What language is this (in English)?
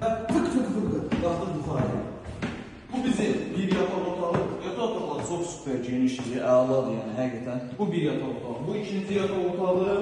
Azerbaijani